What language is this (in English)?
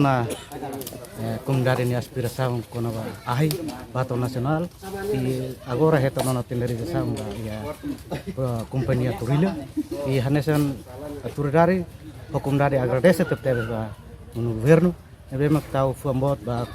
Tetum